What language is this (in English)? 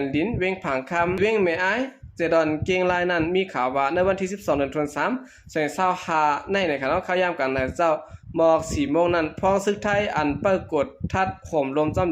Shan